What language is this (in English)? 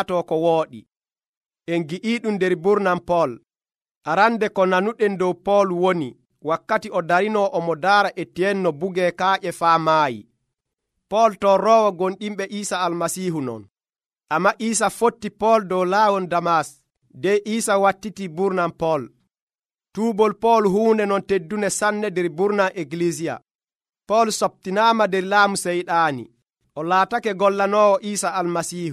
Nigerian Fulfulde